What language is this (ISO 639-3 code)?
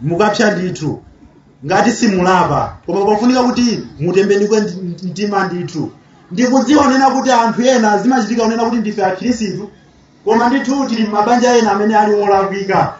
nya